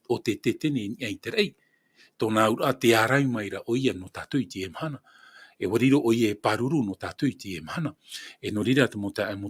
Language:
Tahitian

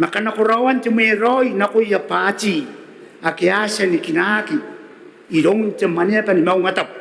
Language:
Gilbertese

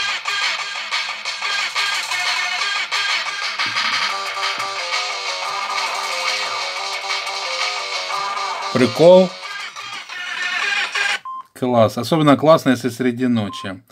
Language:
Russian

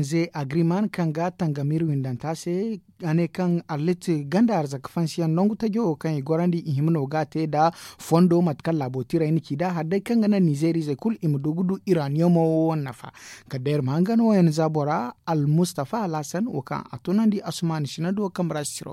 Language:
Zarma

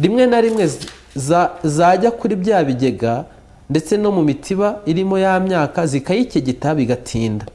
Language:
Kinyarwanda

